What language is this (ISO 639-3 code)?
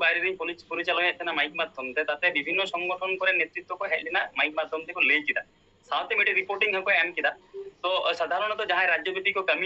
sat